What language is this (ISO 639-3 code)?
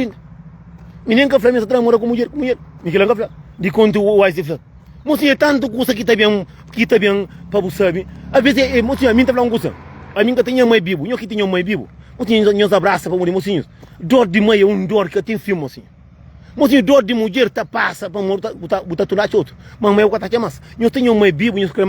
kea